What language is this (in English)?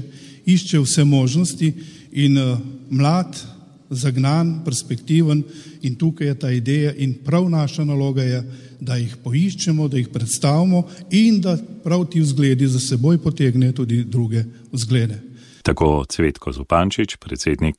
Slovenian